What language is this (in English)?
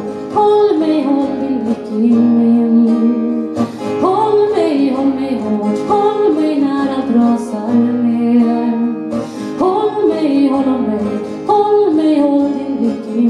Swedish